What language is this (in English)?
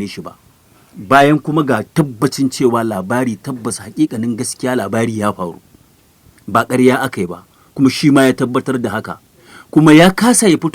Hausa